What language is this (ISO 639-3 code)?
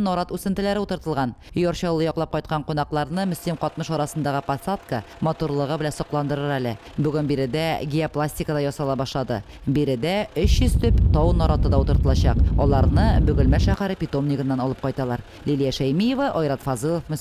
tat